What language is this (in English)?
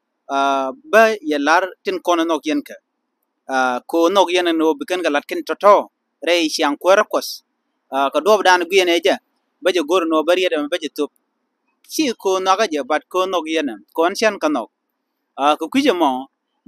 Nuer